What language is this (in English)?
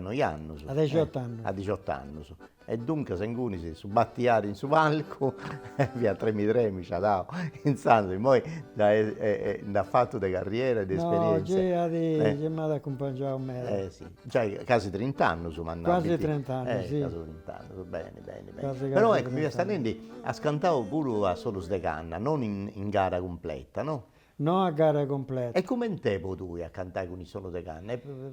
Sardinian